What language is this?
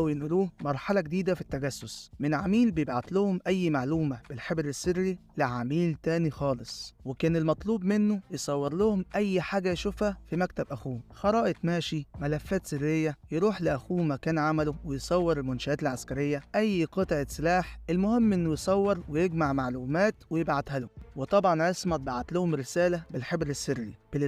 Egyptian Arabic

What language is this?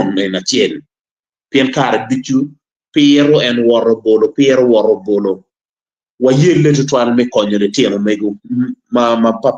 Acoli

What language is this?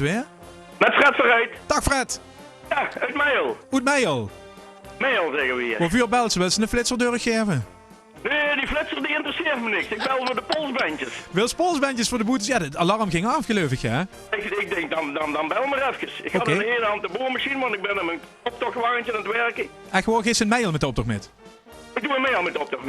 Limburgish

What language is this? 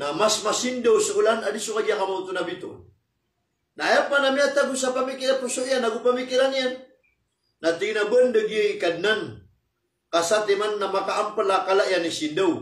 Maranao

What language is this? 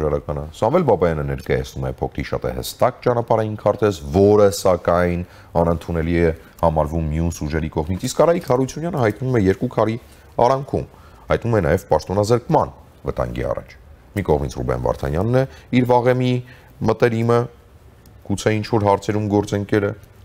Armenian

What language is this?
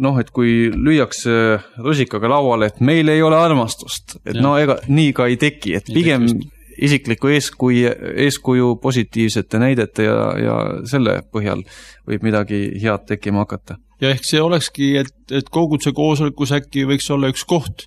Estonian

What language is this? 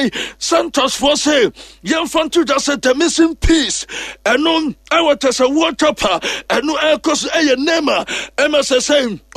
Akan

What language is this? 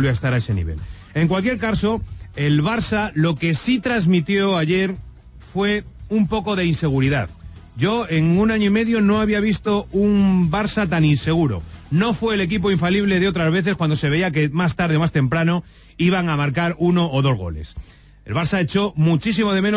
Spanish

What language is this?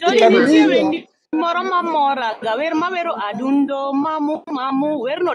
Luo (Kenya and Tanzania)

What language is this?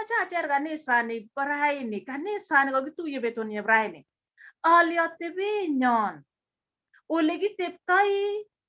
Kalenjin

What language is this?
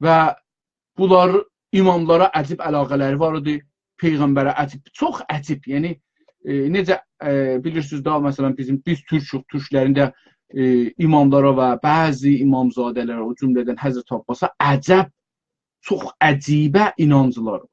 South Azerbaijani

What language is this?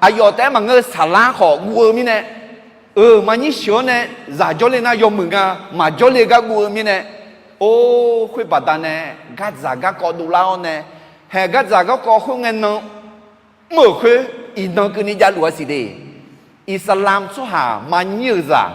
Akha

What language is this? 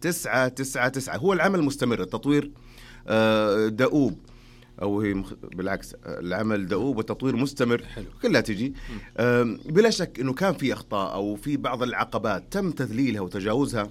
Najdi Arabic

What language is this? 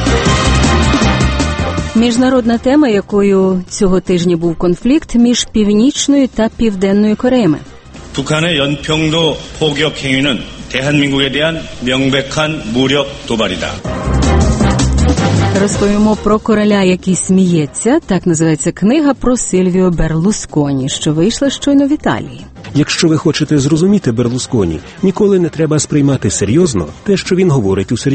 Ukrainian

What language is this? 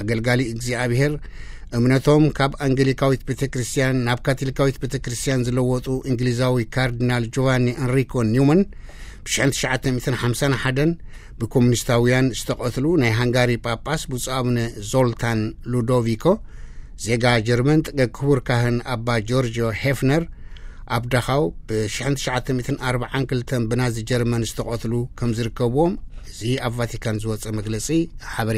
Tigrinya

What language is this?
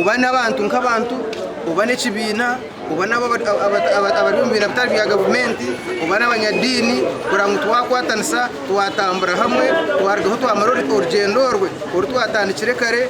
Nyankole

